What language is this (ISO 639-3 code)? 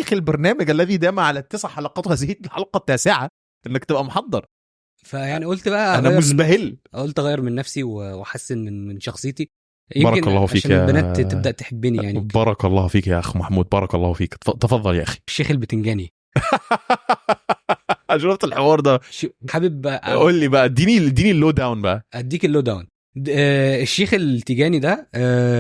arz